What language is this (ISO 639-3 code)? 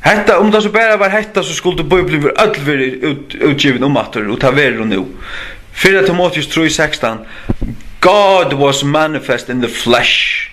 fao